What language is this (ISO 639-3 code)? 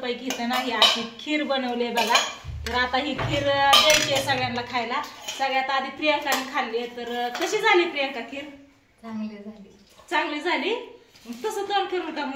mar